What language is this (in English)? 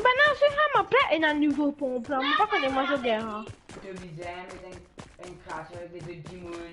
Morisyen